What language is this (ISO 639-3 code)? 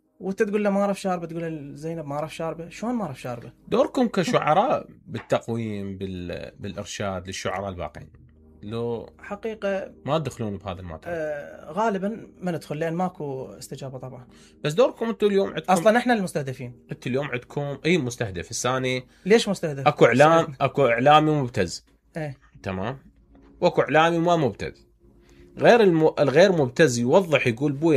acm